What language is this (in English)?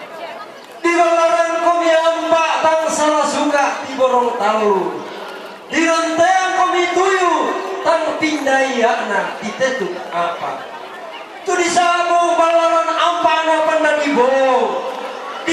Toraja-Sa'dan